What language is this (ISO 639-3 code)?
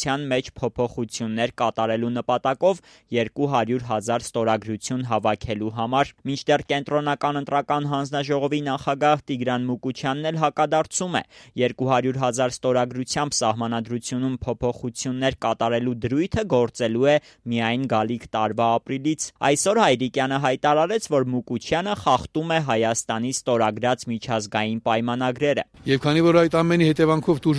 hye